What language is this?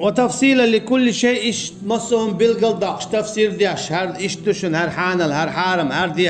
Chechen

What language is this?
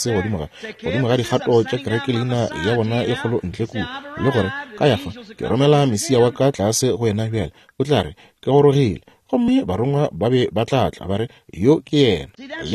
Northern Sotho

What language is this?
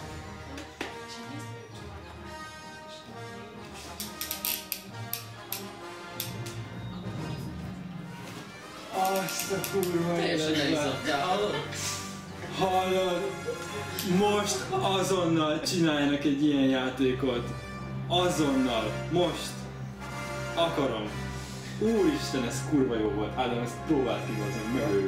Hungarian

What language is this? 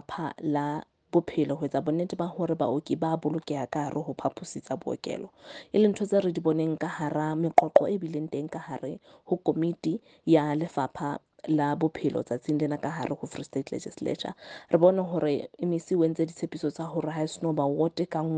Southern Sotho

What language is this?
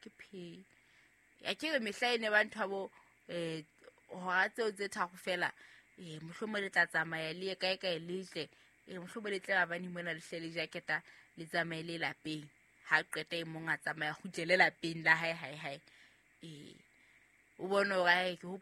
Southern Sotho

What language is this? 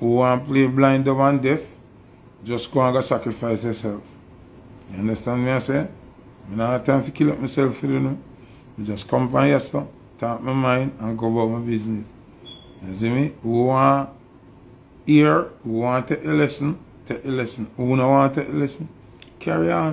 Jamaican Creole English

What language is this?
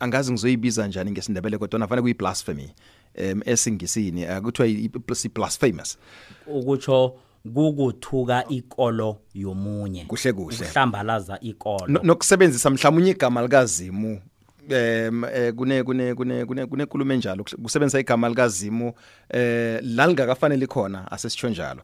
South Ndebele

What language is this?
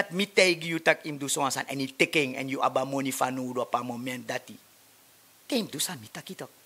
Sranan Tongo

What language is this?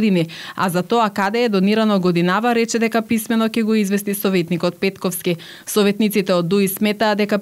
Macedonian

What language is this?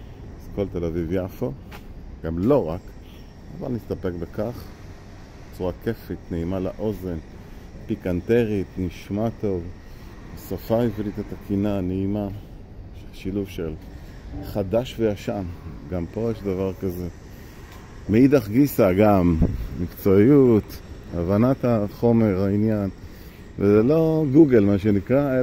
Hebrew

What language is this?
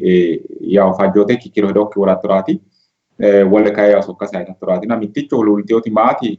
Sidamo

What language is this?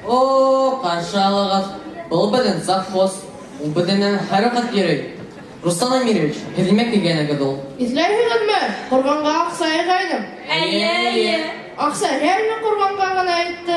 Bashkir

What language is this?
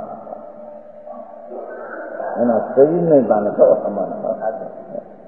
Gujarati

